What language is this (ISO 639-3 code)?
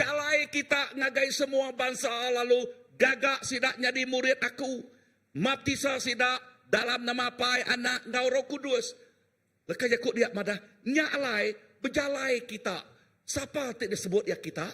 iba